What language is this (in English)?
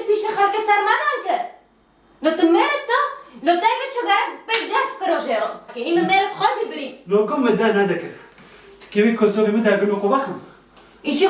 Kurdish